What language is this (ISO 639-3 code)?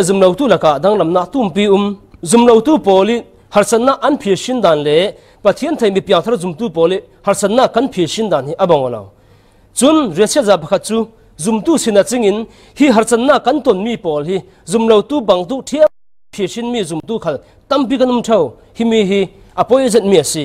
cfm